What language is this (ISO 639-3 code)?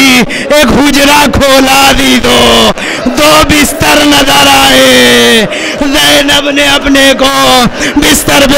urd